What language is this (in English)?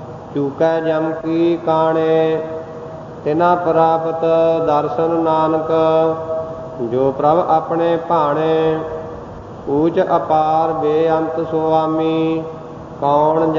Punjabi